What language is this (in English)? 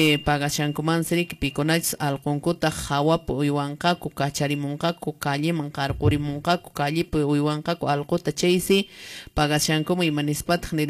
Quechua